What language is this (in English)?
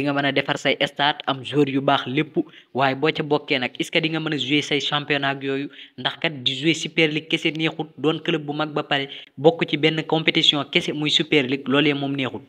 Wolof